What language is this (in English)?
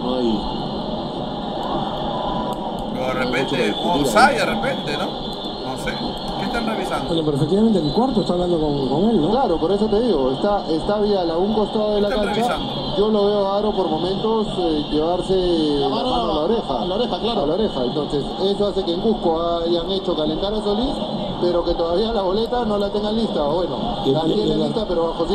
Spanish